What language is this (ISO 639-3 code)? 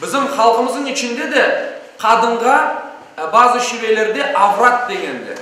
crh